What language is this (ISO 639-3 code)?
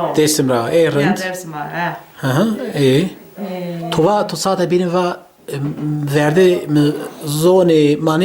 zza